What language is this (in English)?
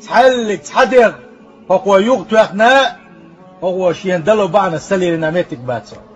Chechen